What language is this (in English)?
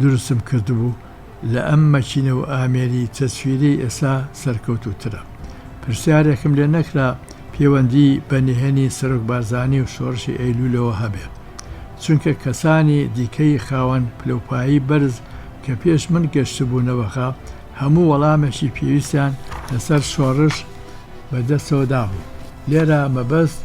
Central Kurdish